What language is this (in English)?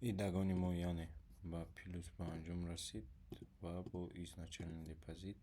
Tajik